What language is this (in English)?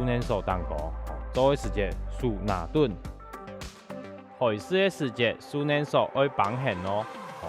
Hakka Chinese